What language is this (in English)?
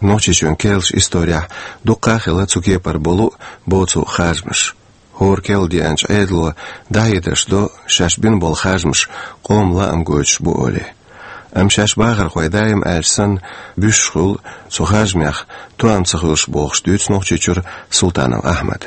Chechen